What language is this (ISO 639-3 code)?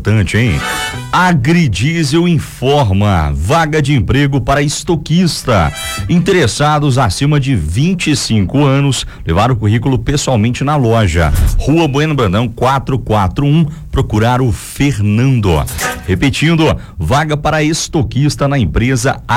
por